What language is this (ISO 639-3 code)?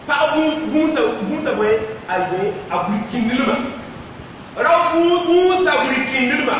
mos